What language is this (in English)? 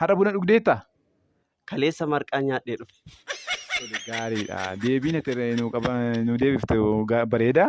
Oromo